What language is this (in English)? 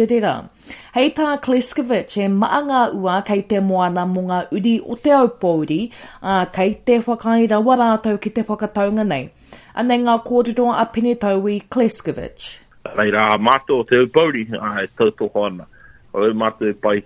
Māori